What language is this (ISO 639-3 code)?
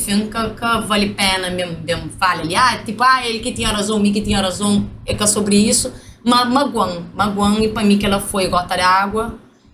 kea